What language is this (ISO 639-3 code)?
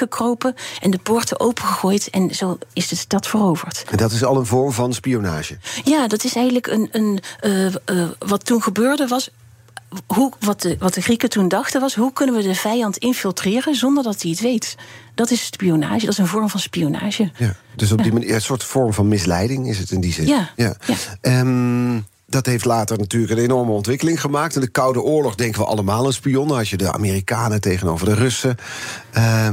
nld